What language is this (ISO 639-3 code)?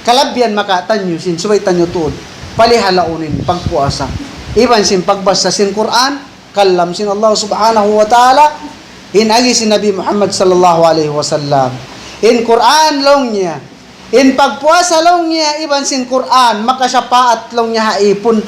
tsg